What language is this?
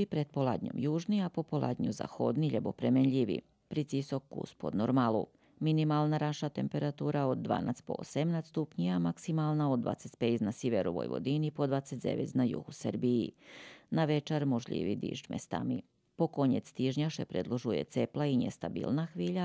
Rusyn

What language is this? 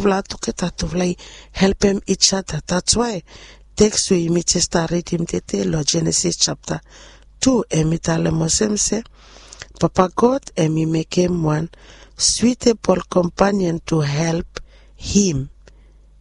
Bislama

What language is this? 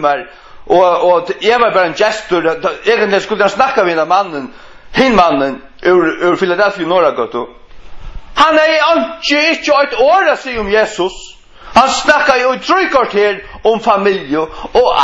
Faroese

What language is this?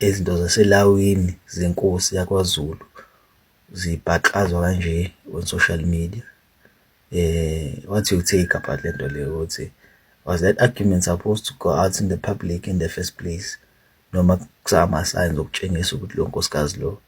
Zulu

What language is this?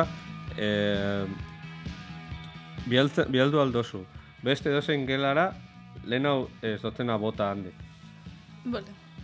Basque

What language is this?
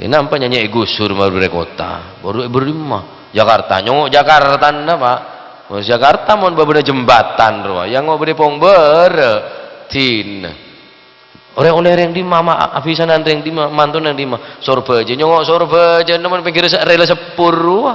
Madurese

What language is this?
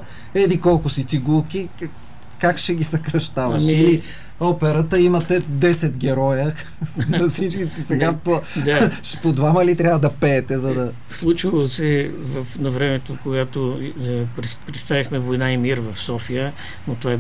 Bulgarian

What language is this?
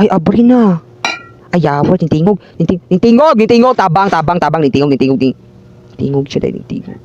Cebuano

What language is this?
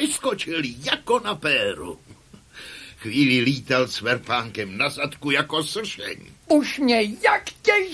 Czech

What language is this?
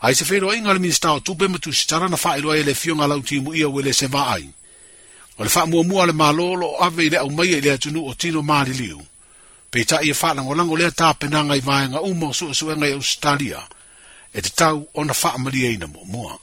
Samoan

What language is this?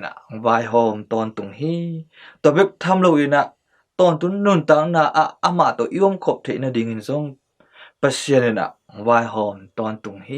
Tedim Chin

